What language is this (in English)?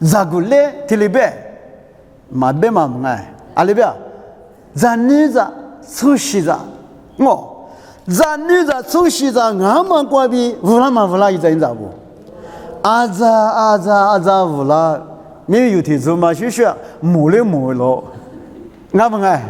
Lisu